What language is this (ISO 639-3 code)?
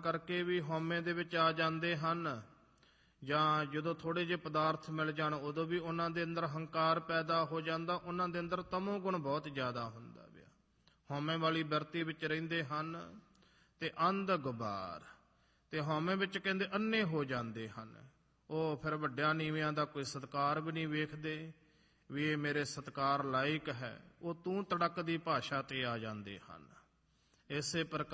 pan